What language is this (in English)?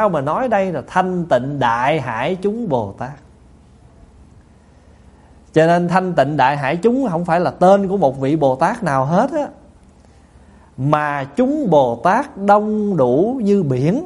Vietnamese